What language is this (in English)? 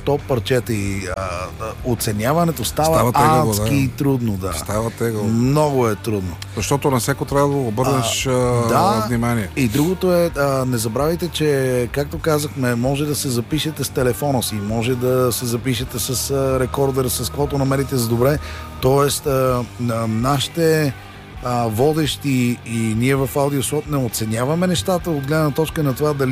Bulgarian